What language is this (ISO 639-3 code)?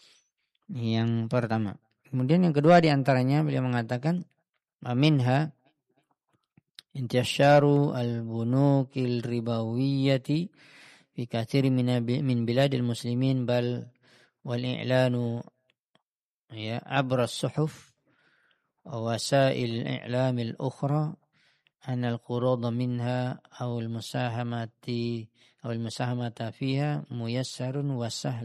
ind